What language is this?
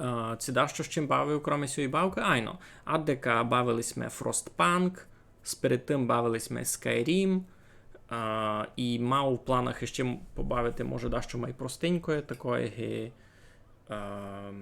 Rusyn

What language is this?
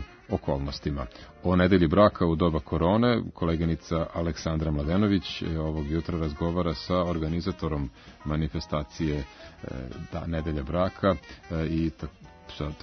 Serbian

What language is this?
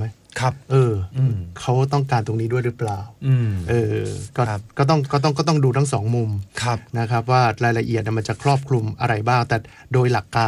Thai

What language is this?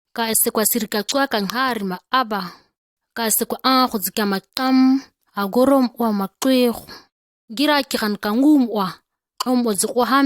ǁGana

